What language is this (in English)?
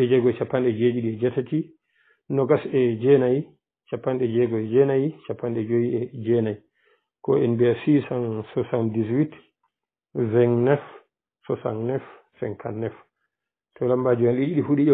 Pular